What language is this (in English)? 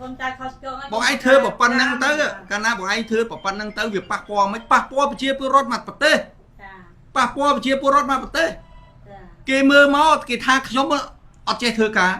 Khmer